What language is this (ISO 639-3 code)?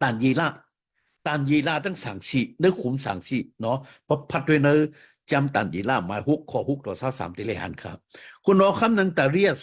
shn